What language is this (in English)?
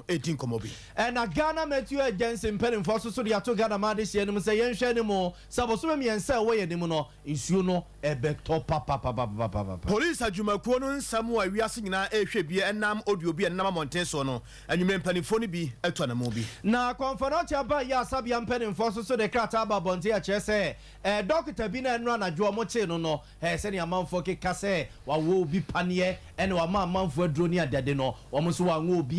Akan